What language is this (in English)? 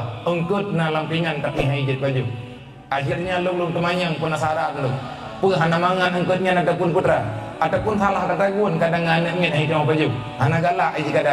Achinese